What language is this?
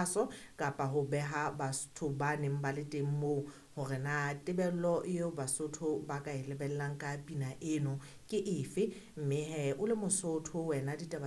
Southern Sotho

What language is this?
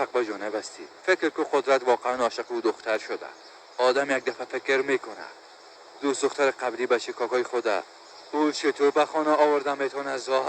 Tajik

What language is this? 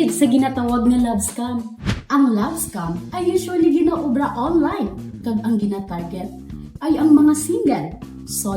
Hiligaynon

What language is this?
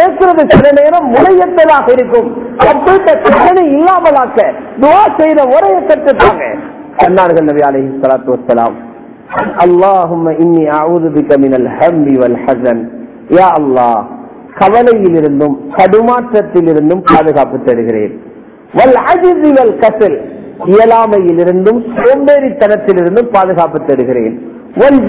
Tamil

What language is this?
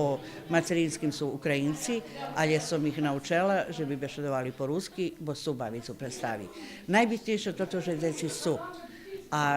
Rusyn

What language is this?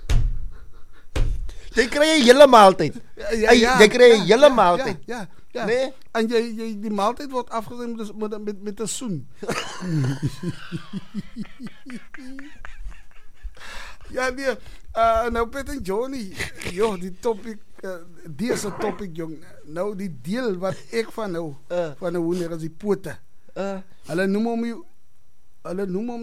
Afrikaans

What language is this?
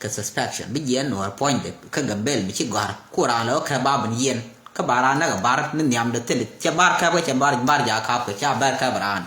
Nuer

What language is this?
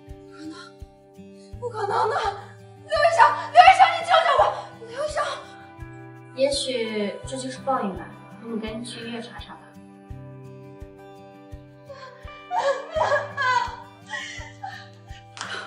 Chinese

